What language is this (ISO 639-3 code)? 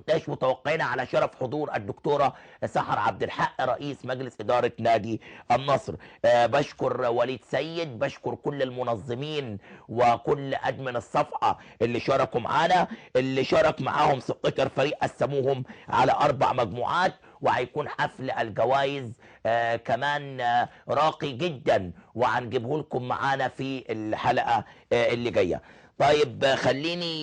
arz